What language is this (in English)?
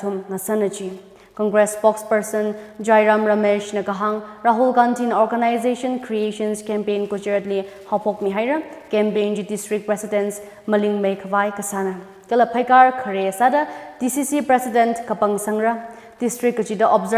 Tangkhul Naga (India)